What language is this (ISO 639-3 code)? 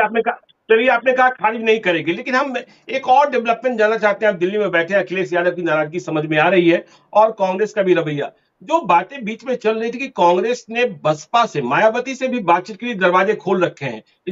hin